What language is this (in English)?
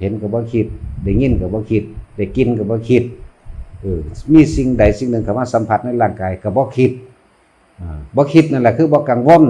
Northeastern Thai